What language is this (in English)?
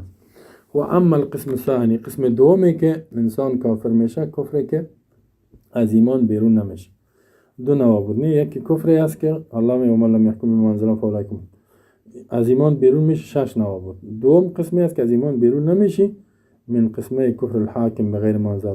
Persian